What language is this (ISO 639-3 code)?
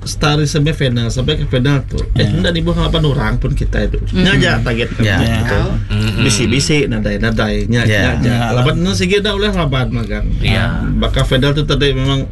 iba